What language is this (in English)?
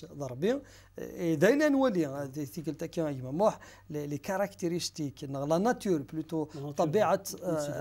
Kabyle